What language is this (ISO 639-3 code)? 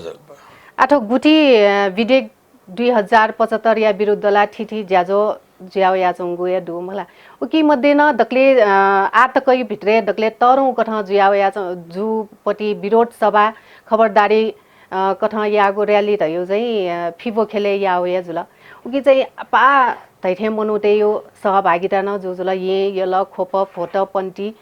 new